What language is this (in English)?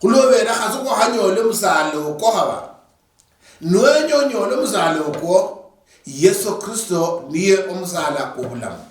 Luyia